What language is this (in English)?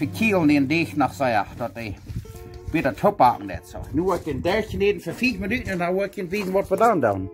Plautdietsch